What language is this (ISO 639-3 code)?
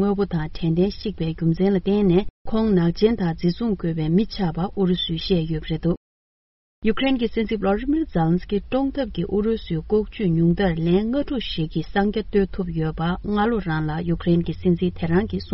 bod